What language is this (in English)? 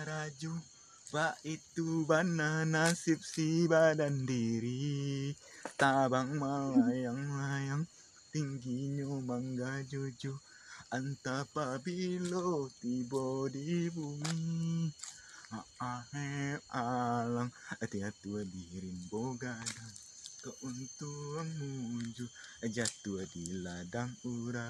Minangkabau